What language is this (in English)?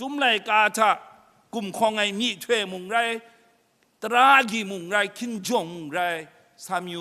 Kachin